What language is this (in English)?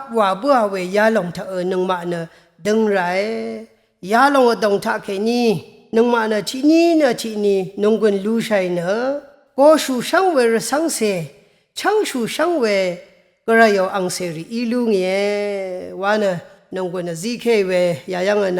Rawang